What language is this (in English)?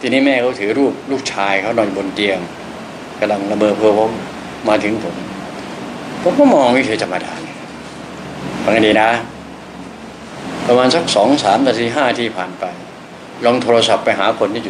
Thai